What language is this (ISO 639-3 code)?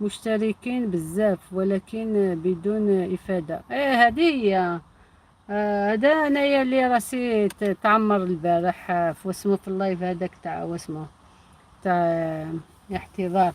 arq